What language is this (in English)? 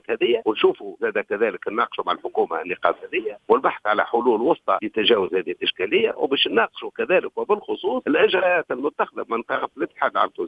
Tunisian Arabic